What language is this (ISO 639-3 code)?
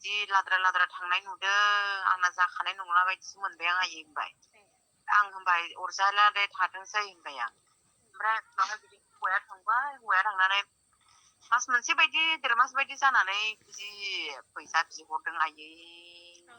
brx